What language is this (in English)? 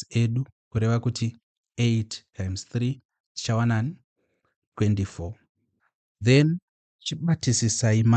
Shona